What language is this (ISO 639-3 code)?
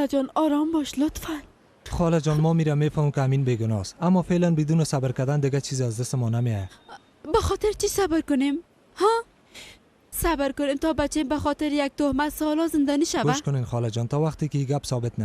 fas